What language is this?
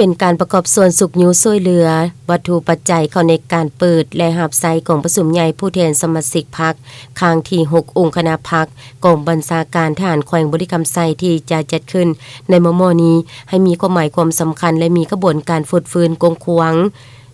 Lao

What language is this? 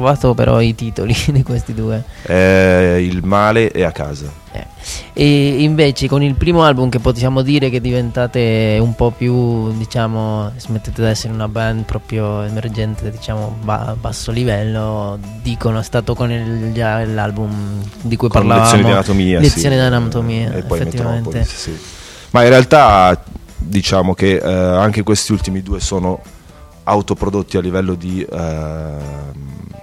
Italian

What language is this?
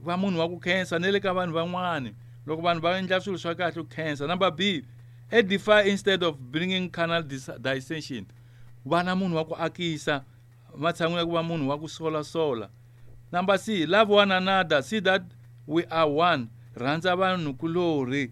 Tsonga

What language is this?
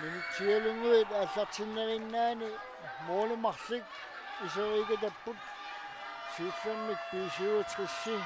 Kalaallisut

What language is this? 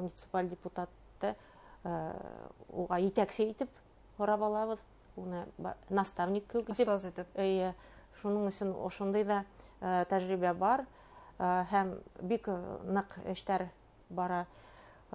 Bashkir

